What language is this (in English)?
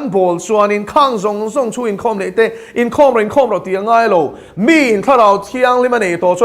Mizo